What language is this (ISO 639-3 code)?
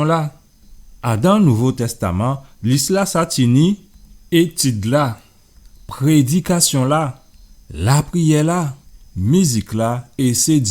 gcf